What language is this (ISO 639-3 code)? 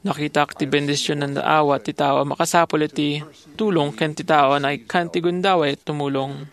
ilo